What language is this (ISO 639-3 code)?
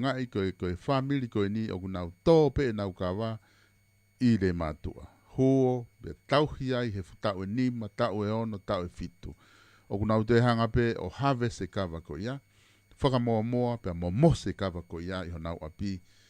ton